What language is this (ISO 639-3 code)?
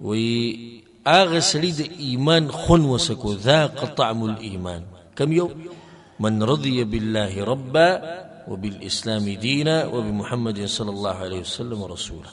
pus